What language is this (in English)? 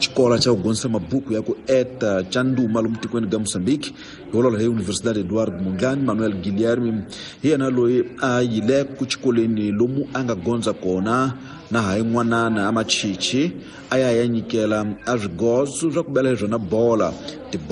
Tsonga